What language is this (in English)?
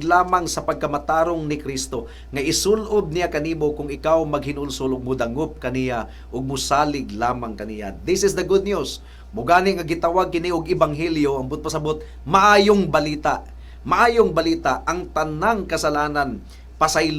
Cebuano